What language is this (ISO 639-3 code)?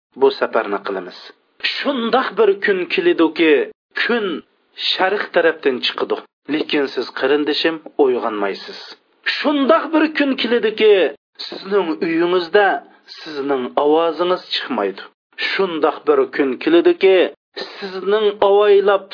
uig